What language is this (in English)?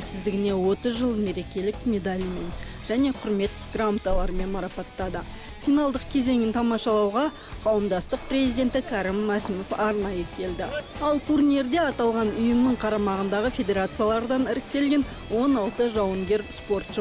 Kazakh